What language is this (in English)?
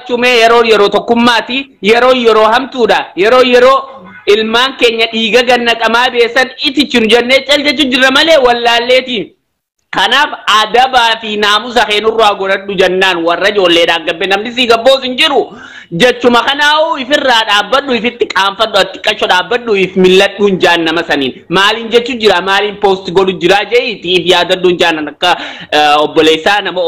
Oromo